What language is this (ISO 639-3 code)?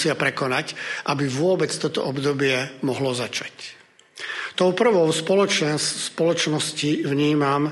slk